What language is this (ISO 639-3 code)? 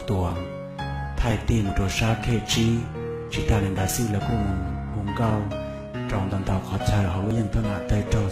hmn